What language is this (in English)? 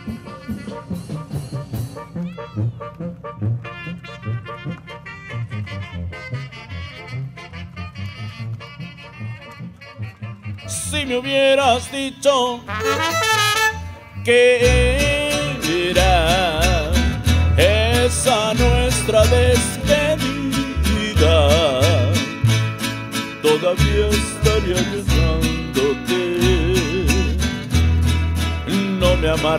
Spanish